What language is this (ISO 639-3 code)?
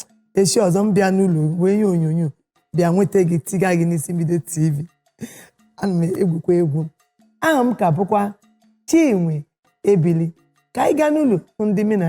ibo